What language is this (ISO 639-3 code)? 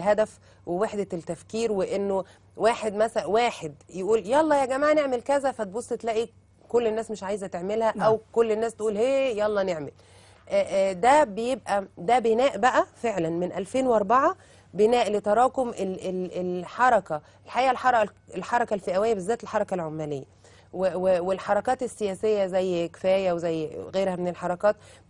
arz